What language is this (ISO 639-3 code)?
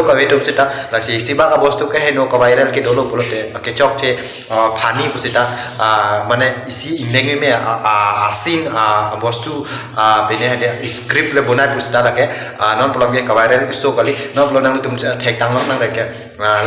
mjw